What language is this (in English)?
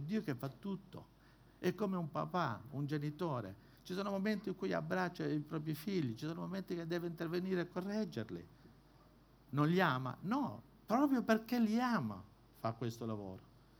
Italian